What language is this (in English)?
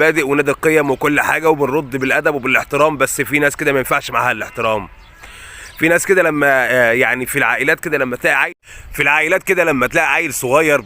Egyptian Arabic